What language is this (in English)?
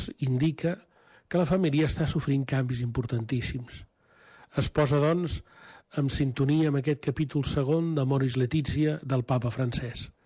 Catalan